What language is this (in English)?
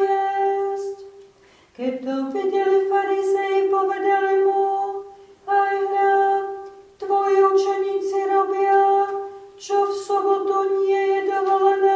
Slovak